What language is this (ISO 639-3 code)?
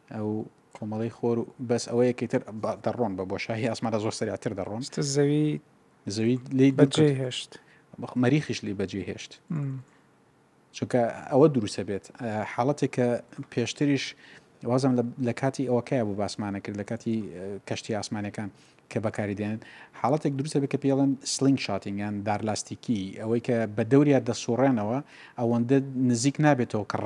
ckb